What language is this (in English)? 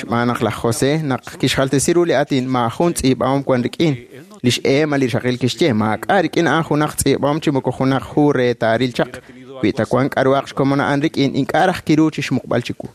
Kekchí